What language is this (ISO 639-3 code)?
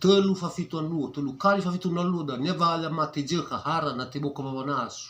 nia